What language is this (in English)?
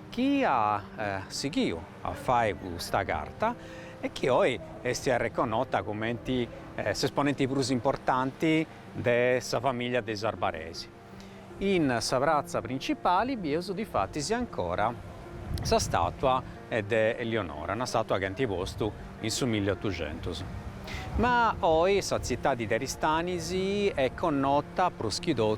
Sardinian